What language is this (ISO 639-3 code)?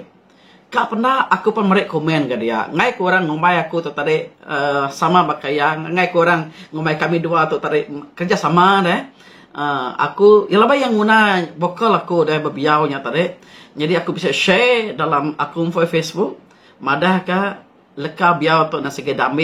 iba